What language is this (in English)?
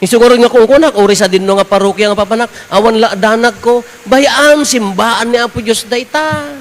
Iloko